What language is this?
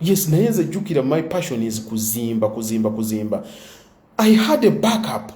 Ganda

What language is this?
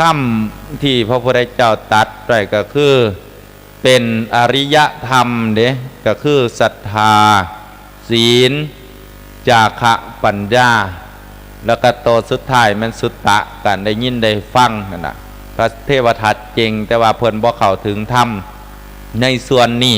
Lao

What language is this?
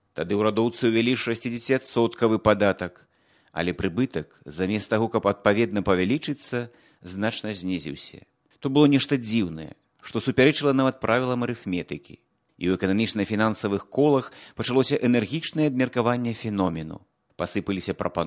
Belarusian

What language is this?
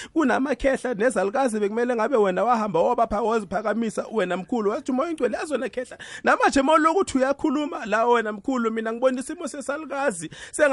South Ndebele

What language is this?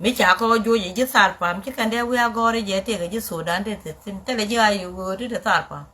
Nuer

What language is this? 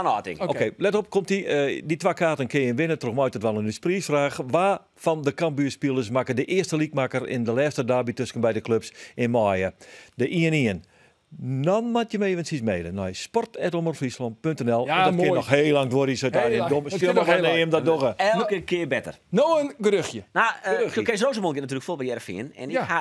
Western Frisian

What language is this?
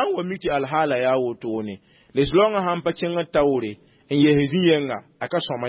Mossi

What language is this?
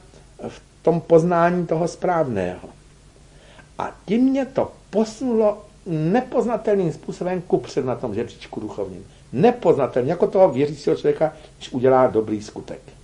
Czech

